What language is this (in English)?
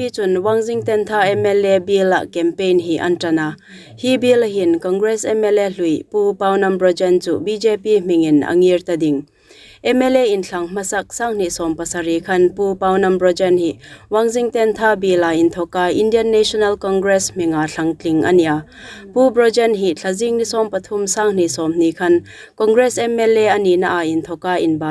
Hmar